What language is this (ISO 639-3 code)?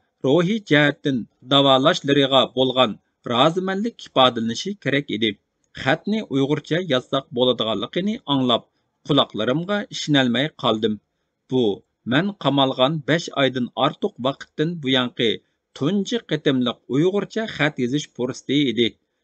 uig